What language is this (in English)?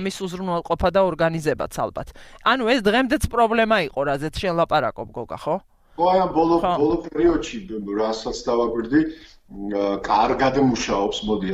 Georgian